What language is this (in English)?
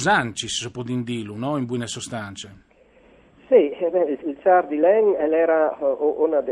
Friulian